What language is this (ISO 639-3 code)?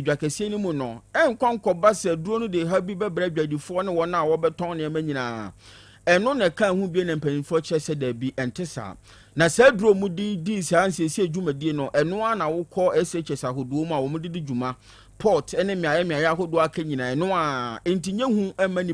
aka